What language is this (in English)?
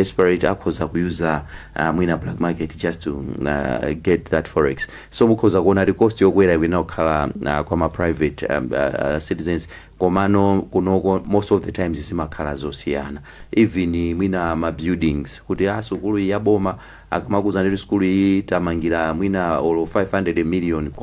Nyanja